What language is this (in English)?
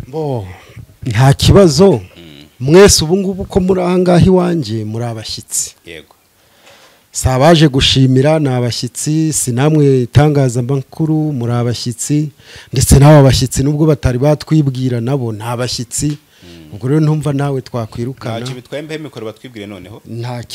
Kinyarwanda